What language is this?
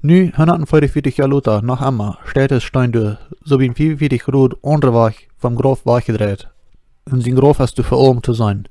Plautdietsch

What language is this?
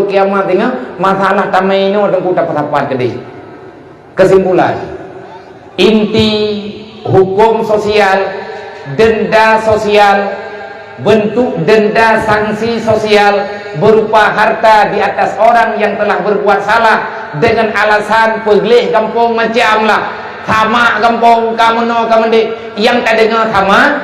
Achinese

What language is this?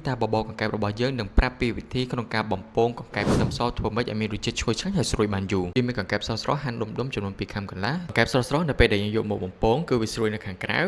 Khmer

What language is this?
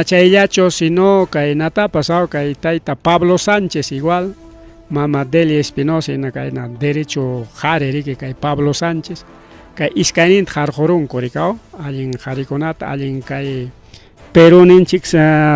Ayacucho Quechua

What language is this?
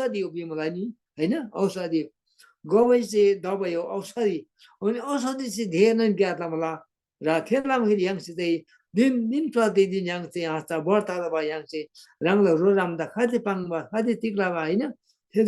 Eastern Tamang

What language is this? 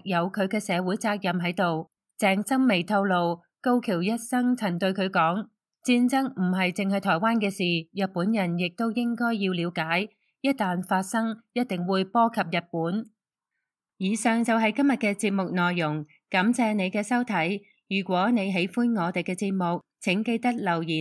Cantonese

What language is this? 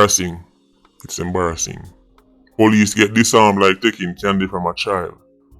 Jamaican Creole English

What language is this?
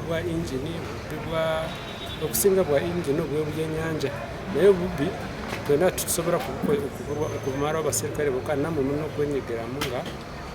Ganda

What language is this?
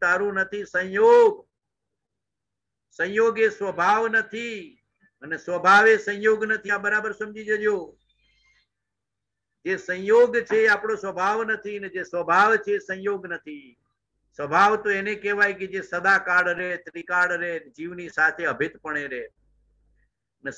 Gujarati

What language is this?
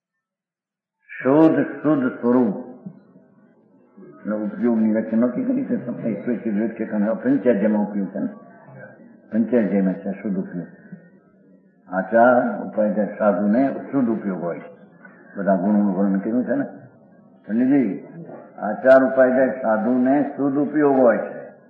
Gujarati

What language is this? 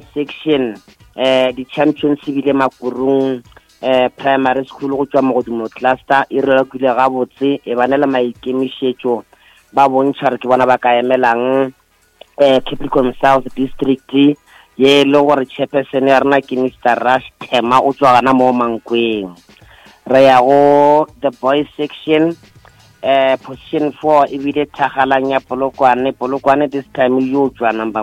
Northern Sotho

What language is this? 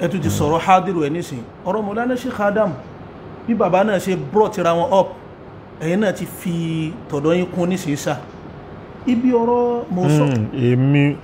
Yoruba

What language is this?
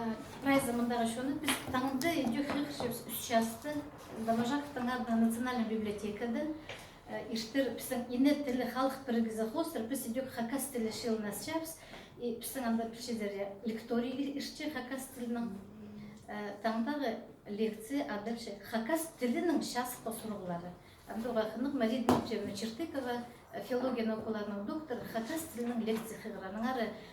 Khakas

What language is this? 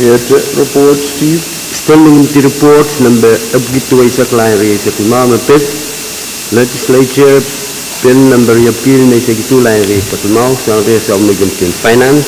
Pohnpeian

